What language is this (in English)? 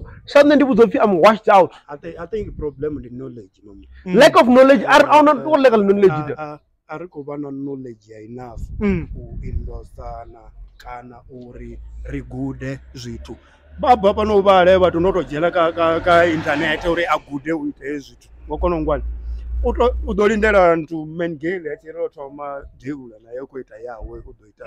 Venda